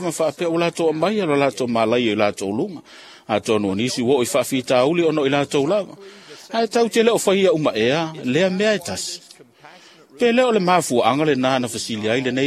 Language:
Samoan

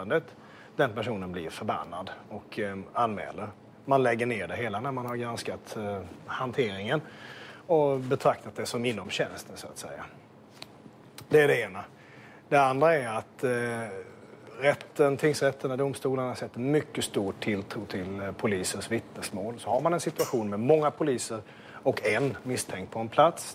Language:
Swedish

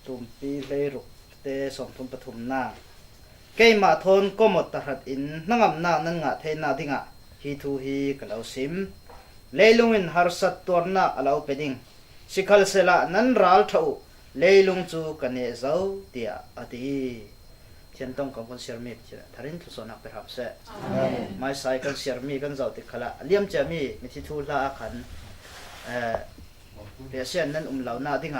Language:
Falam Chin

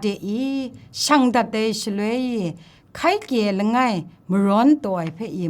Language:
Kachin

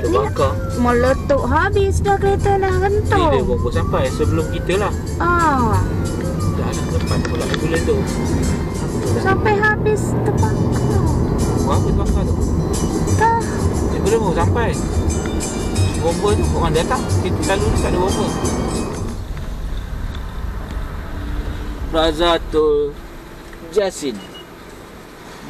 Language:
Malay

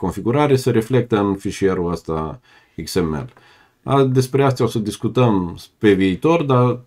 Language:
Romanian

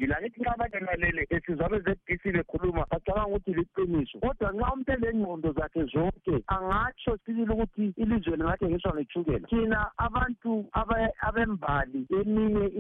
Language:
North Ndebele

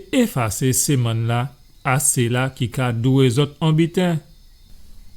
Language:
Guadeloupean Creole French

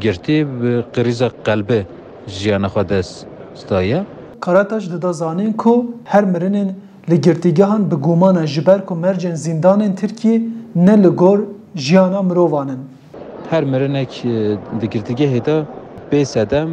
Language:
Kurdish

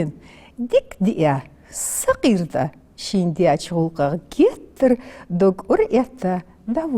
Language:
Ingush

